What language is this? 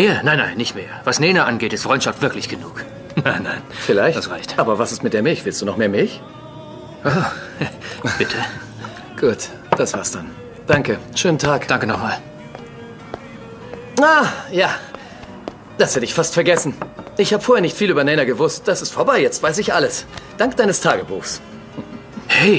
German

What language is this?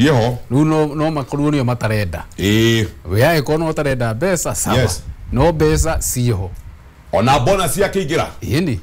Kikuyu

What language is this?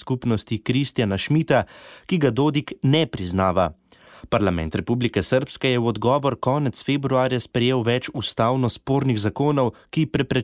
Slovenian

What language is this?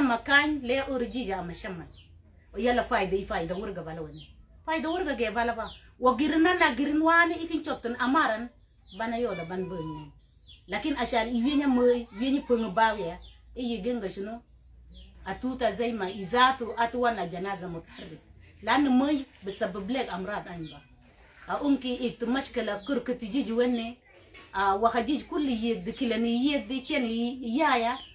Mabaan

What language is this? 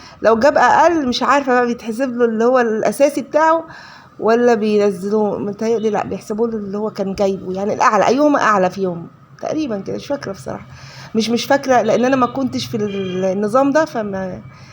Egyptian Arabic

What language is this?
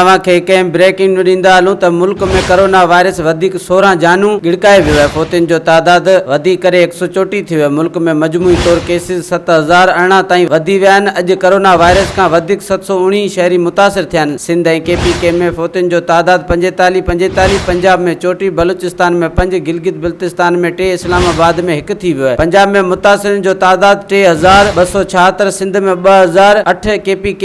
Sindhi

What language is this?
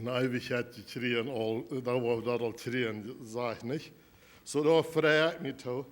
Plautdietsch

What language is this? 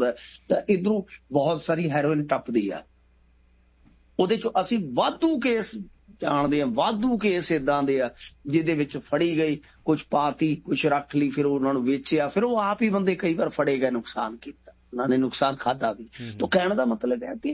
Punjabi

